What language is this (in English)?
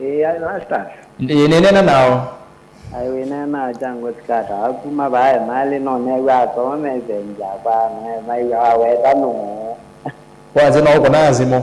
Kamba